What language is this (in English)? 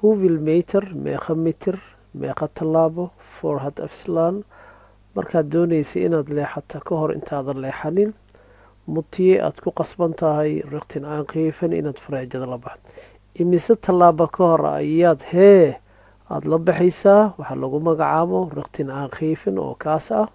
Somali